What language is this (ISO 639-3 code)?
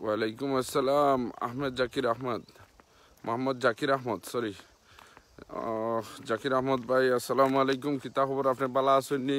syl